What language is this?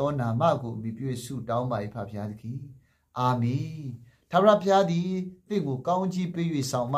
Burmese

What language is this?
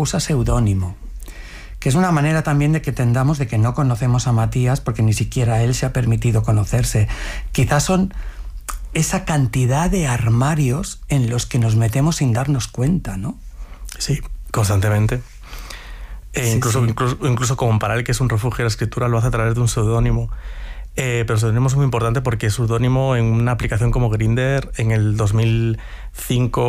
Spanish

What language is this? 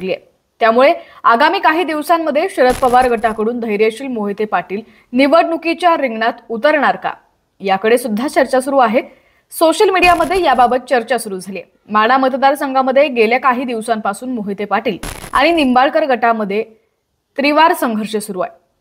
Marathi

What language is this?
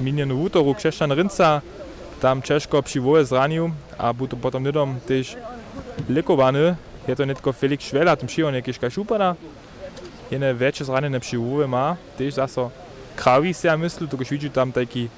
Upper Sorbian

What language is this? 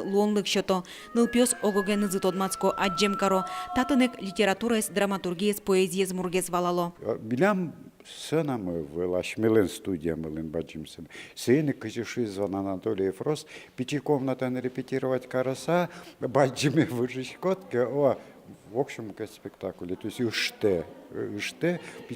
Udmurt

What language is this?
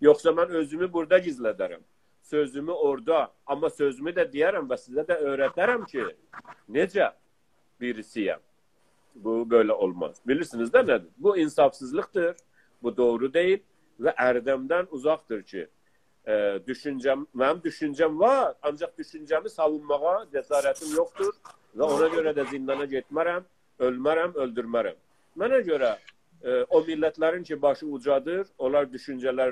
South Azerbaijani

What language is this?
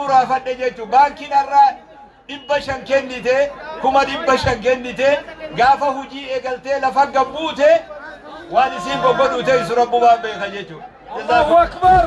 Oromo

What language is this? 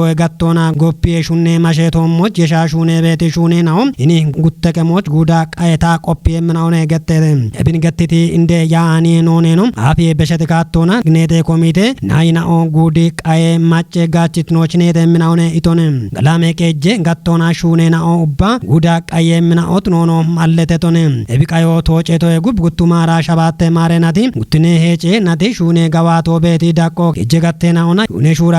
Kafa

